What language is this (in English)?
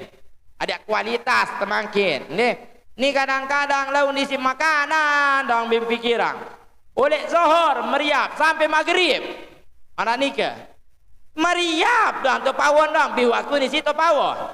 Sasak